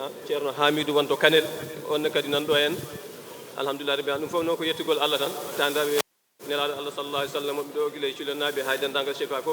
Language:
Fula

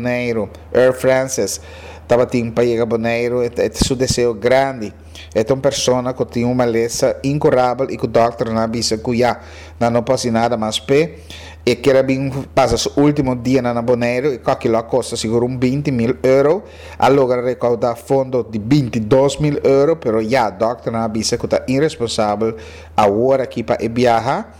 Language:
Papiamento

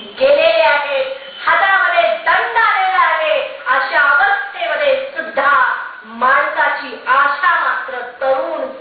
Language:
Marathi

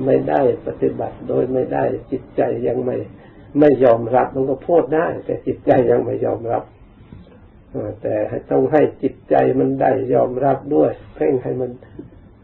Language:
Thai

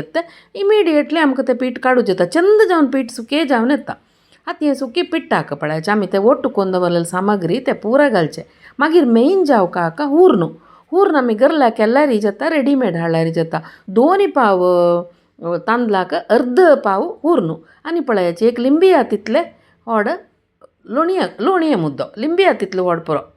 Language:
Konkani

